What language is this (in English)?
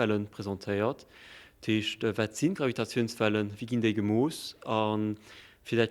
Luxembourgish